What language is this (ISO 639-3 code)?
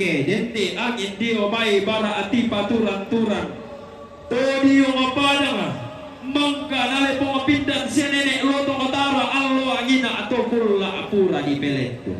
sda